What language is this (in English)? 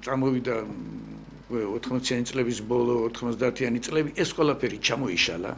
Georgian